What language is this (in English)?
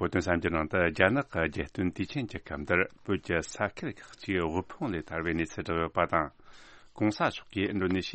Tibetan